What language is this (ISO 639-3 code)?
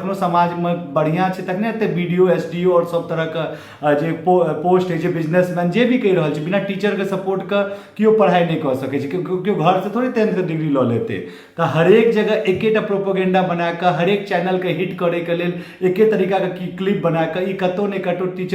mai